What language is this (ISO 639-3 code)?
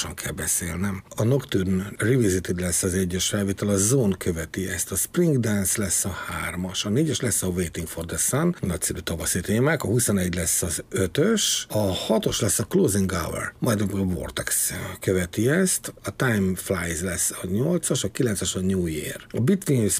hun